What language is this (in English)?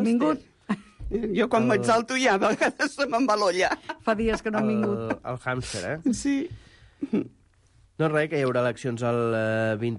Catalan